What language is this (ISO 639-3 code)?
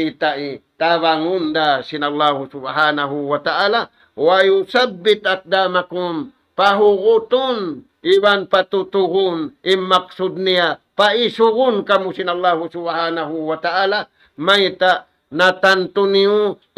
tsg